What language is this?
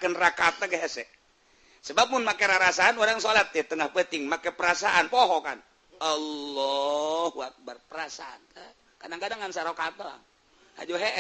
Sundanese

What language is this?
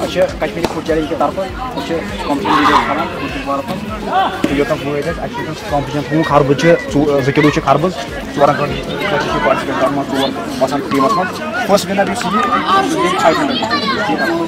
Kashmiri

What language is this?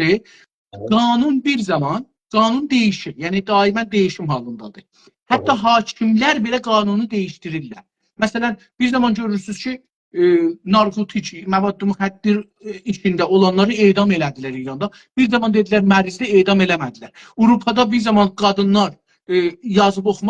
South Azerbaijani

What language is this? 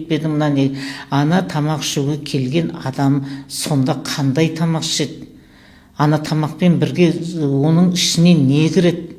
Kazakh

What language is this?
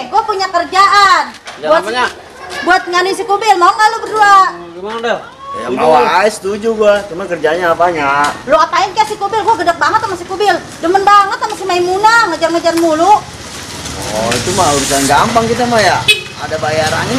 Betawi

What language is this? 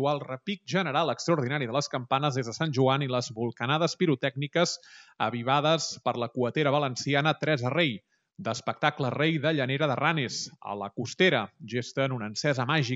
Catalan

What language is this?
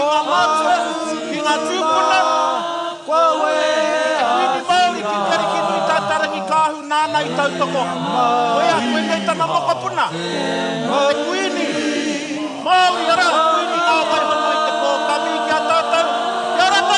Māori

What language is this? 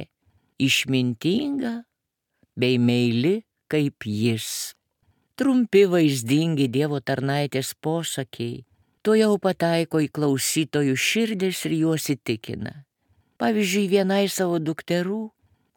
Lithuanian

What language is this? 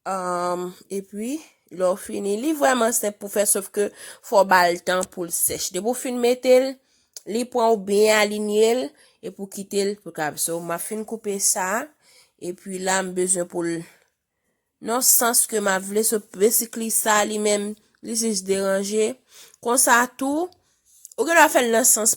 Haitian Creole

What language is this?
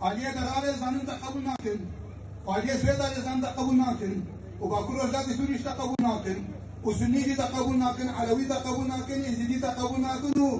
Kurdish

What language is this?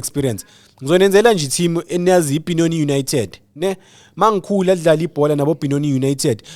Zulu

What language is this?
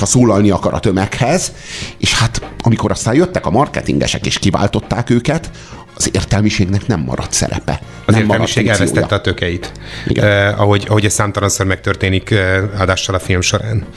Hungarian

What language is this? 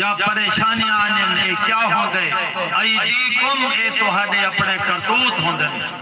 Saraiki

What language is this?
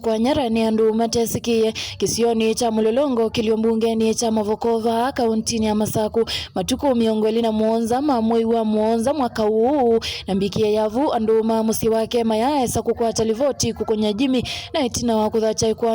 Kamba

